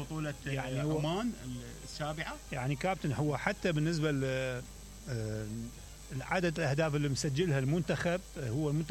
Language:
Mesopotamian Arabic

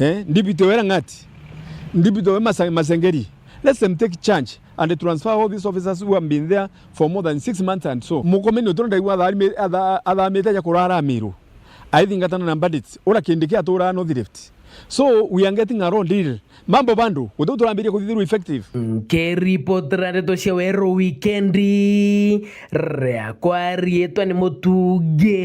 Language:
Meru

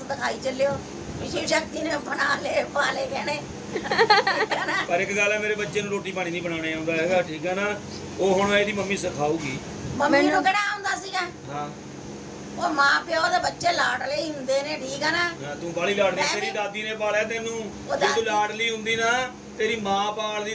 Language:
Punjabi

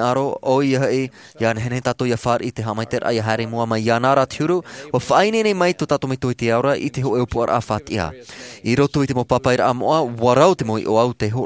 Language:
Tahitian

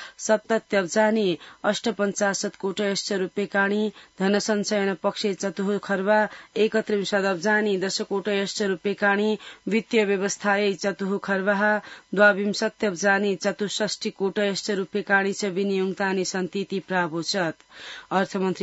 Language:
Sanskrit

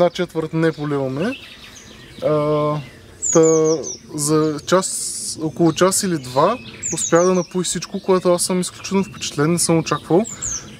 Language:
Bulgarian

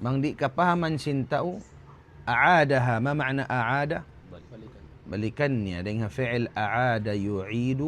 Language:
Tausug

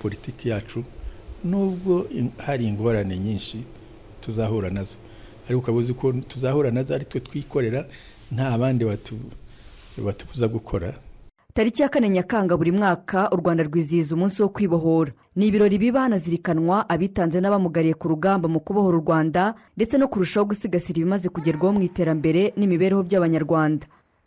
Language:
Kinyarwanda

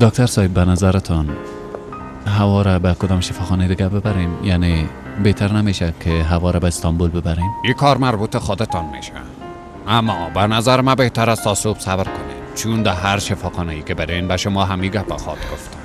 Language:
Persian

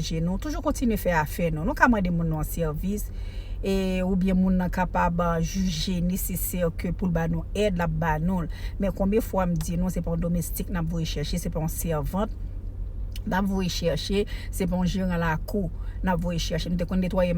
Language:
Haitian Creole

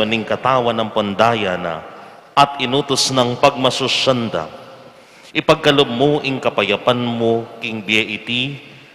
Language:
Pampanga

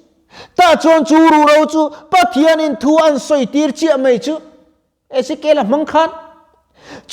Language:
Mizo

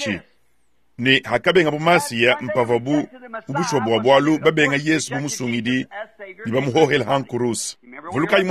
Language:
Luba-Lulua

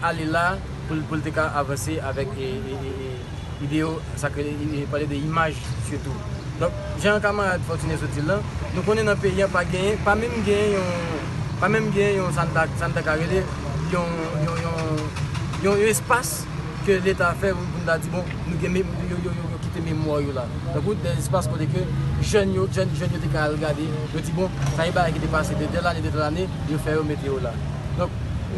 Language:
Haitian Creole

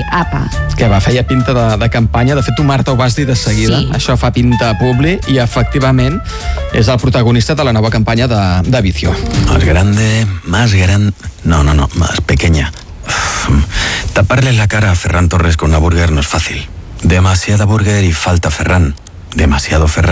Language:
Catalan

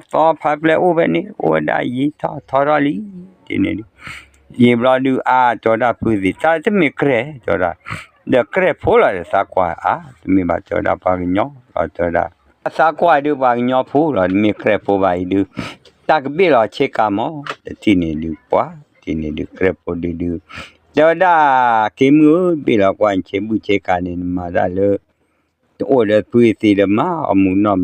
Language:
S'gaw Karen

